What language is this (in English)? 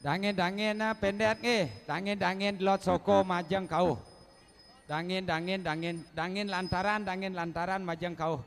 Balinese